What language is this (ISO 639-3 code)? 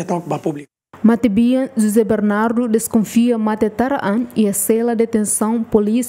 tet